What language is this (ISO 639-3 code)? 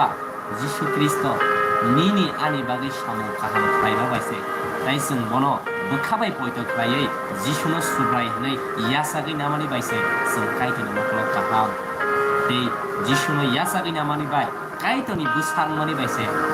trp